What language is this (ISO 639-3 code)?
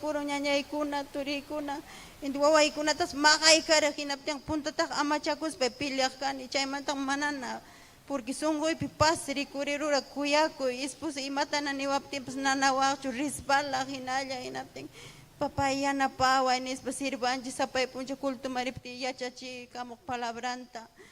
quy